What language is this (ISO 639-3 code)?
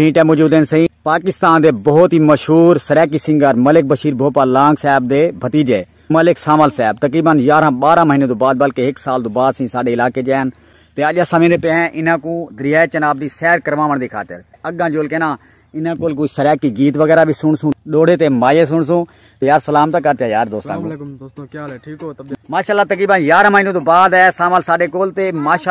skr